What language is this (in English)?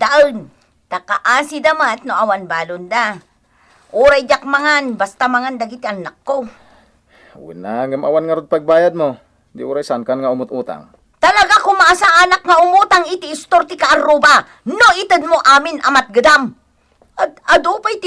Iloko